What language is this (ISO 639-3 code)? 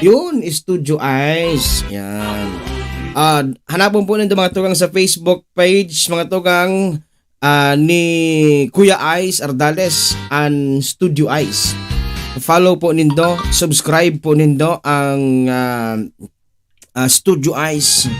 bik